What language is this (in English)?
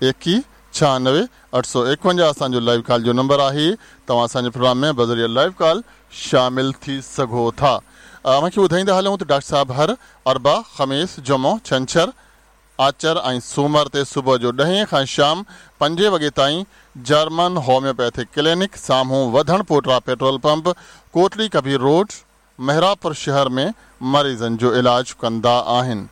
Sindhi